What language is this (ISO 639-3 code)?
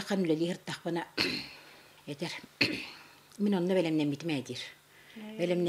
sah